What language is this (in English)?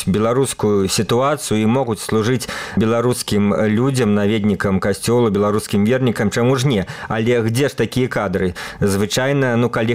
Belarusian